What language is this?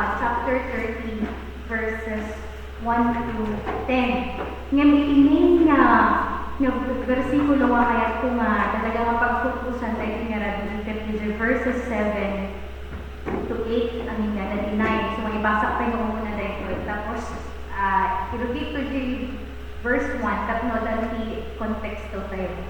Iloko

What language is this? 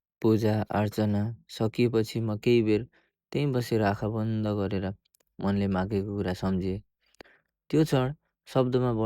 Nepali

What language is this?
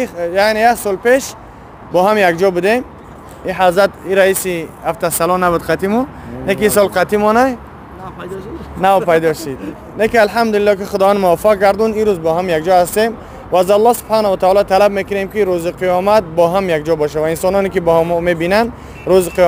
Tajik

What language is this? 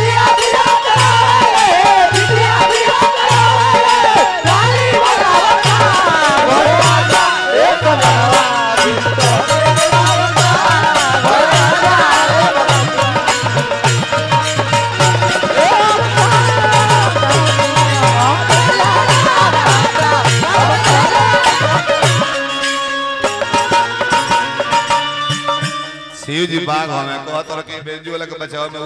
Bhojpuri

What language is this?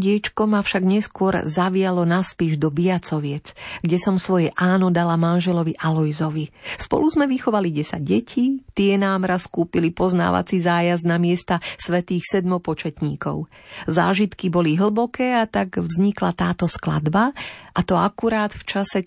Slovak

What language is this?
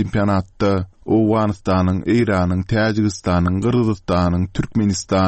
Turkmen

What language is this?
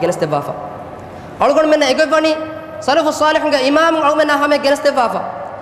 Divehi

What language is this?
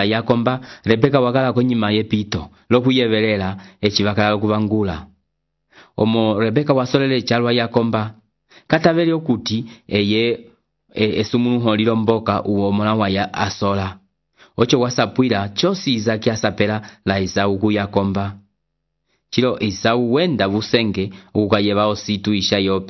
Umbundu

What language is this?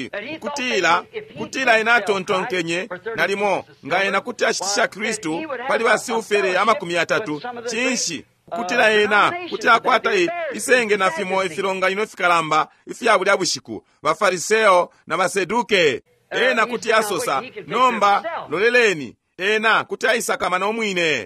Bemba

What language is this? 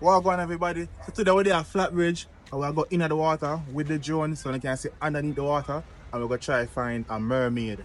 Jamaican Creole English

